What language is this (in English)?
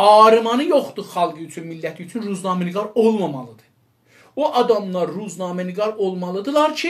South Azerbaijani